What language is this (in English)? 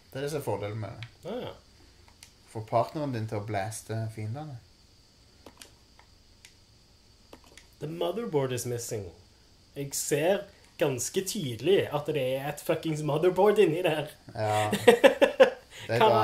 Norwegian